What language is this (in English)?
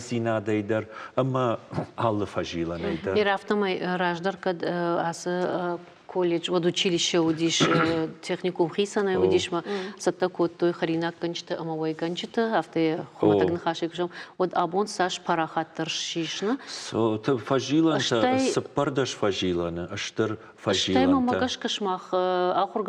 Ossetic